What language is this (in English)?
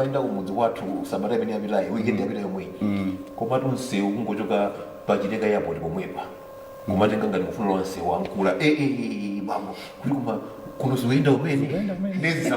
Nyanja